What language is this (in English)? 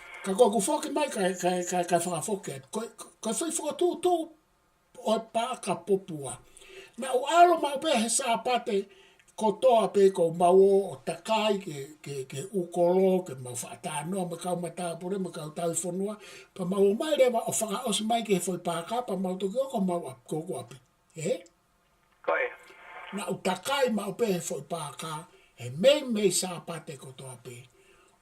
Tongan